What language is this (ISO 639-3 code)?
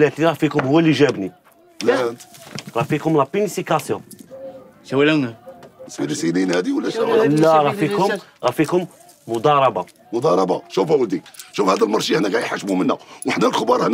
arq